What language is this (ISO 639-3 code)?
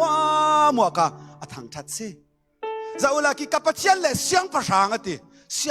cfm